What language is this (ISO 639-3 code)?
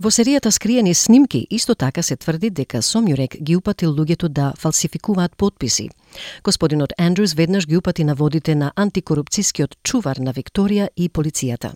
mkd